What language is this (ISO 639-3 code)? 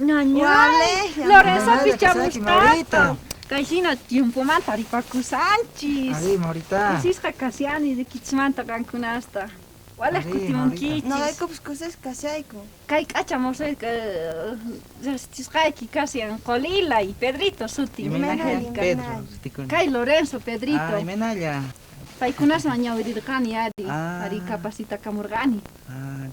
quh